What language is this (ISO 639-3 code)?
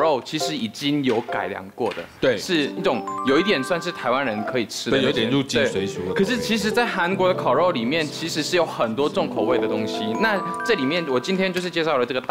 zho